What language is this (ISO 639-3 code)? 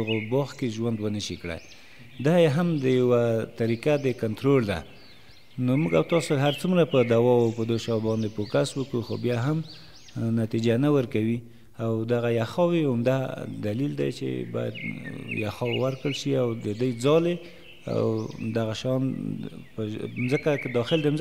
pus